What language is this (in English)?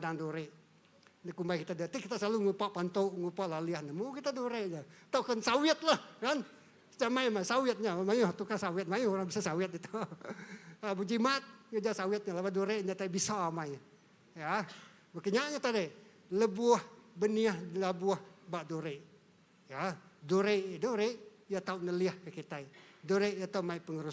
Iban